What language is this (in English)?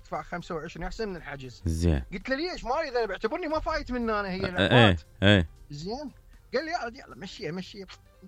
Mesopotamian Arabic